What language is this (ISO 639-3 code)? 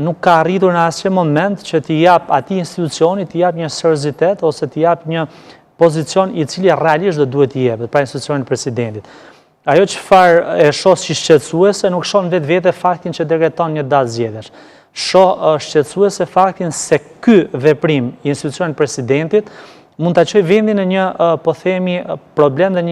sqi